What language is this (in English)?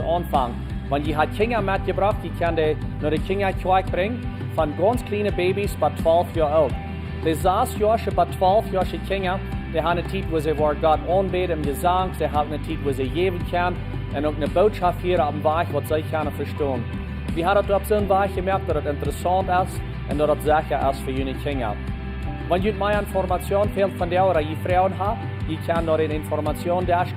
Plautdietsch